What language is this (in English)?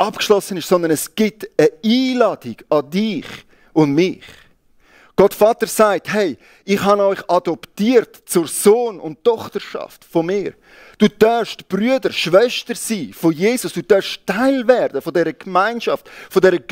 Swiss German